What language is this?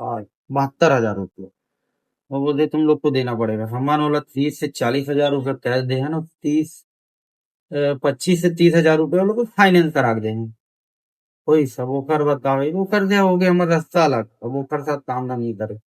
Chhattisgarhi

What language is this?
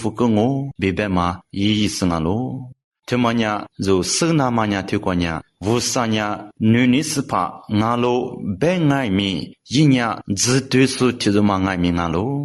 Lisu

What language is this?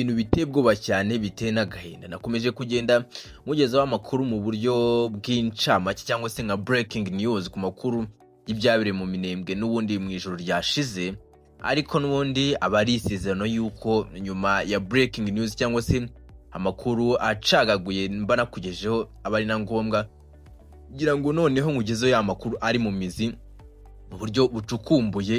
Kinyarwanda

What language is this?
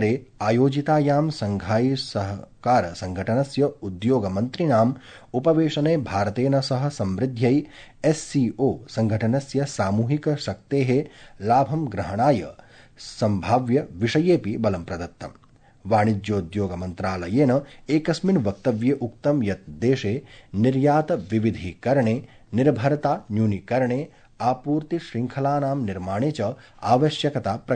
Sanskrit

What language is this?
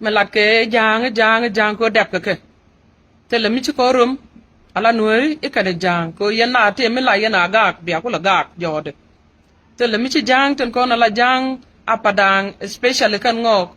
Nuer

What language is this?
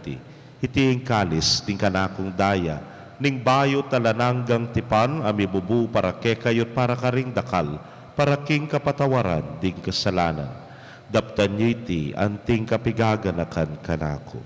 Pampanga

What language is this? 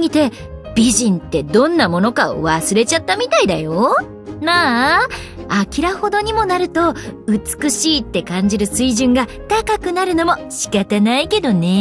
Japanese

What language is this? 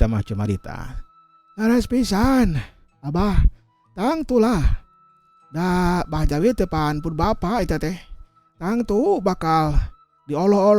Sundanese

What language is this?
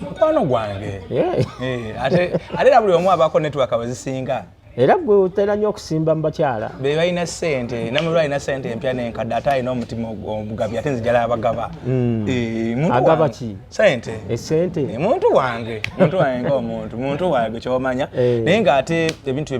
Ganda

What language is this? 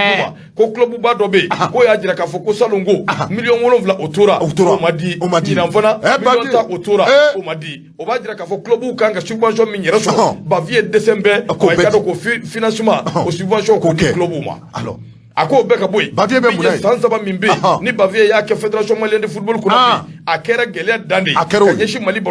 Bambara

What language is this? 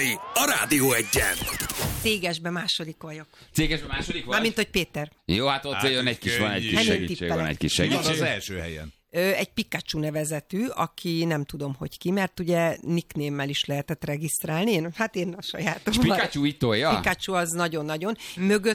Hungarian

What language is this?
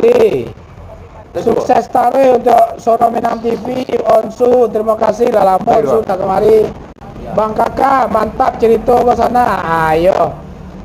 Minangkabau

